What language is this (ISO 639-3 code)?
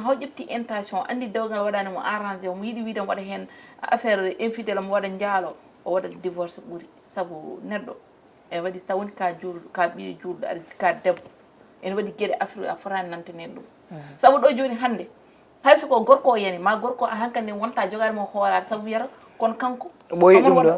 ful